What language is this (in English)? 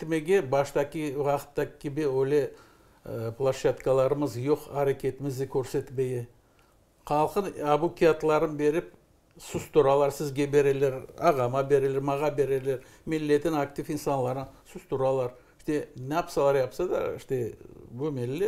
Crimean Tatar